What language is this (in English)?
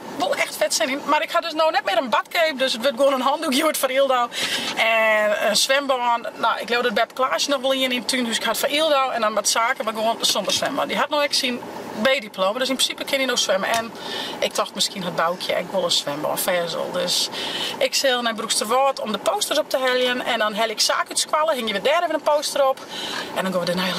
Western Frisian